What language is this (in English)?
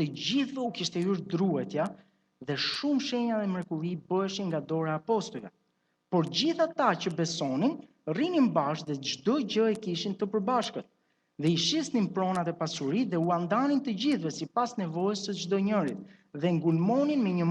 Albanian